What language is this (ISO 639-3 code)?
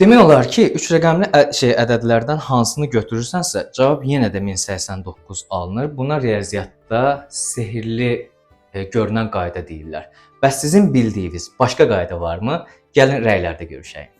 aze